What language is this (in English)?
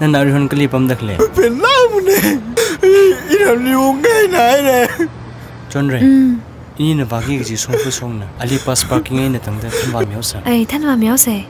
Tangkhul Naga (India)